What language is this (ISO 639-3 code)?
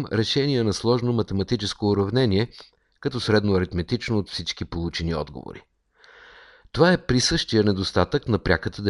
bul